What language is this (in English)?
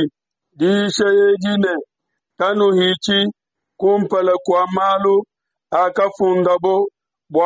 Luba-Lulua